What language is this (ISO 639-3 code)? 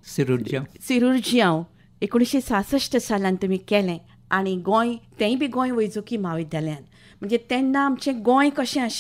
kok